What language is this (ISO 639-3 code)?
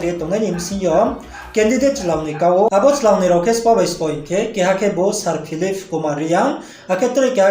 ria